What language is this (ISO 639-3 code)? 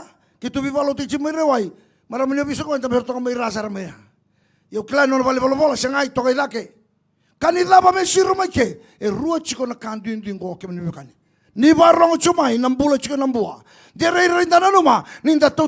fij